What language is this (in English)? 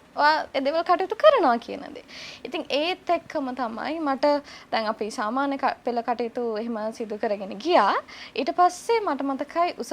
Sinhala